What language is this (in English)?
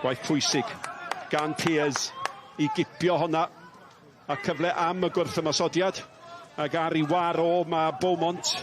Welsh